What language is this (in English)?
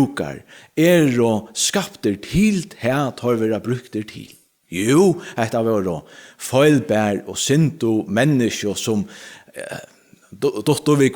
Faroese